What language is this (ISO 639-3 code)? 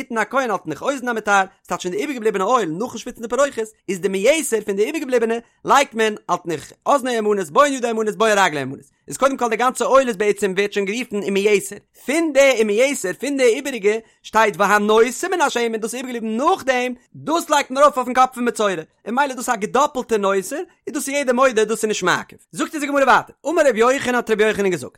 yid